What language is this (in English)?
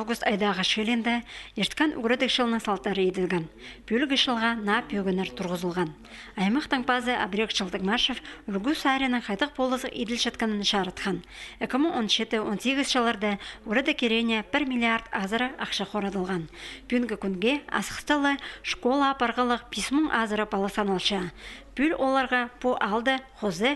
Khakas